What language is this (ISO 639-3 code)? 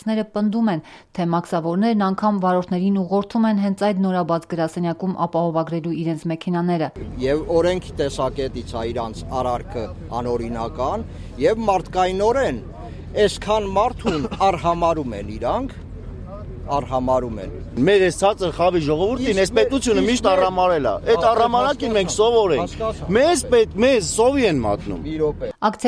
hye